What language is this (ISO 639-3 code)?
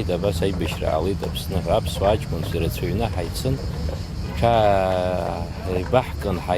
abk